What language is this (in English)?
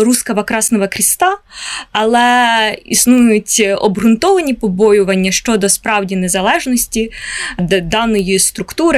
Ukrainian